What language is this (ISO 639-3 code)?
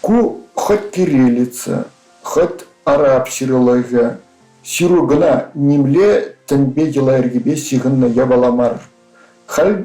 chv